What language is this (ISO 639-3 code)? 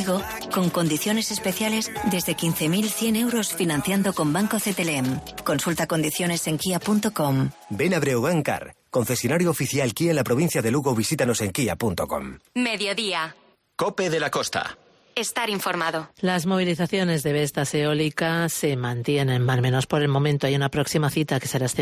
spa